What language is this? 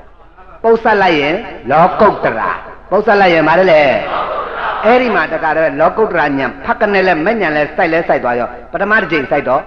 Burmese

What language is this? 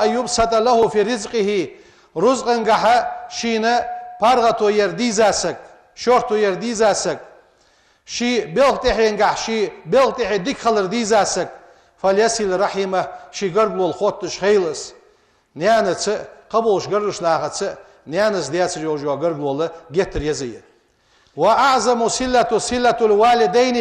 Ingush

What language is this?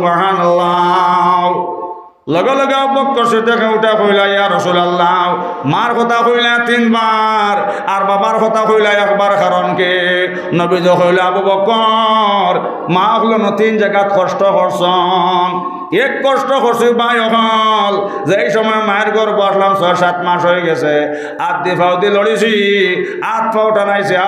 Sylheti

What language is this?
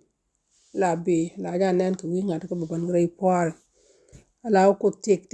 Nuer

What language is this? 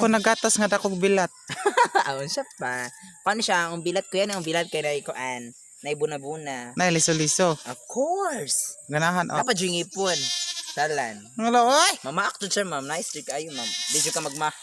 Cebuano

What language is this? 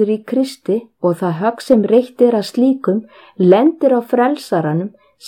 Icelandic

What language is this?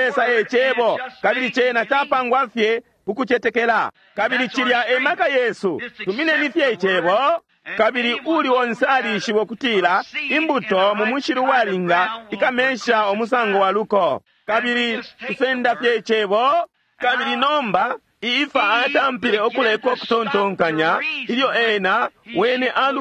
Bemba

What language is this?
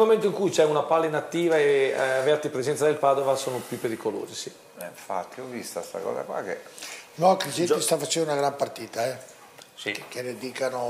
Italian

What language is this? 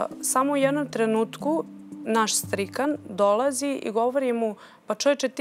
Serbian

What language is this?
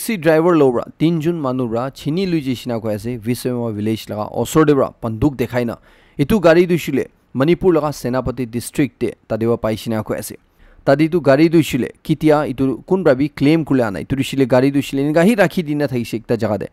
Naga Pidgin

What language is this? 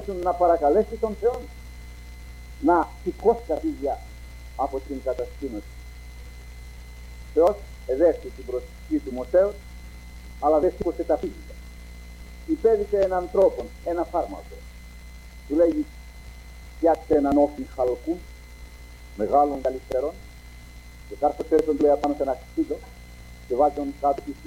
Greek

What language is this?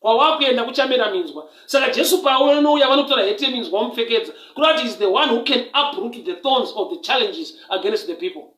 Shona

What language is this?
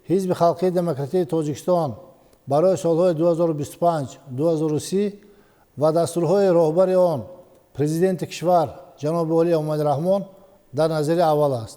Tajik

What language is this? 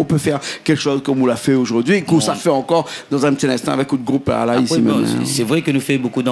Réunion Creole French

